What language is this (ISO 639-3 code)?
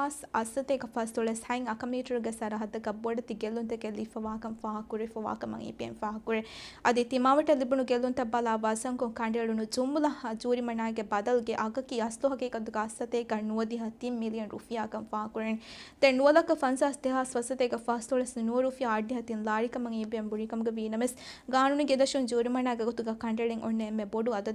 div